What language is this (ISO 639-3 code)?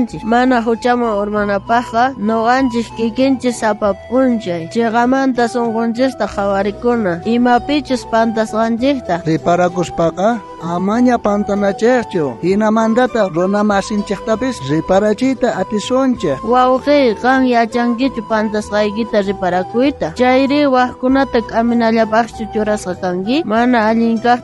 quh